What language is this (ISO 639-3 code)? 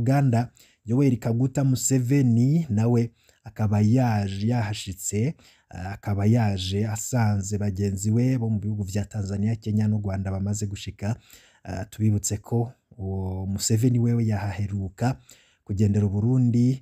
run